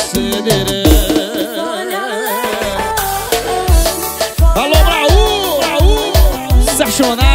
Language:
Portuguese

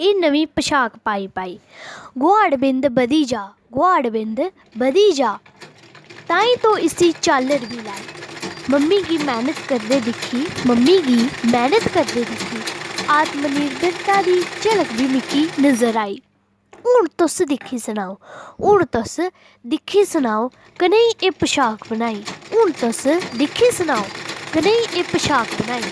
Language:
Dogri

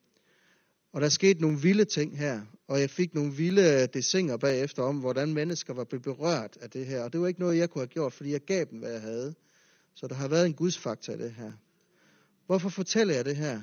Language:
Danish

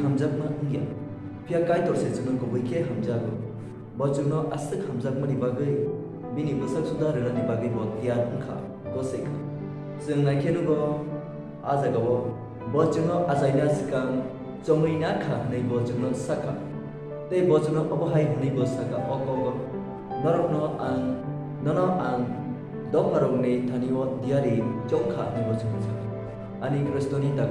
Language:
Kok Borok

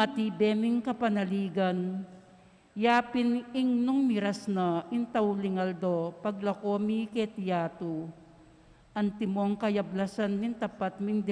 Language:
Pampanga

